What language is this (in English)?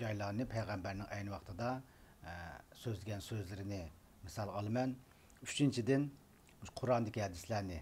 Uyghur